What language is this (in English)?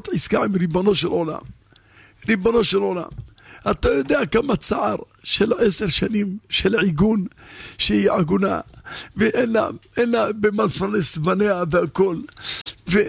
Hebrew